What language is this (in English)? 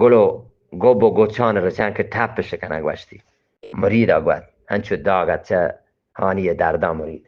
Eastern Balochi